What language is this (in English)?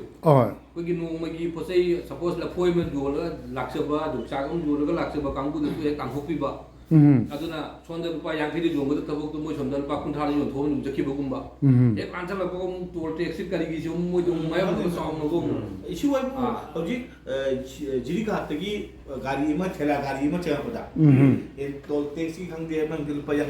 Manipuri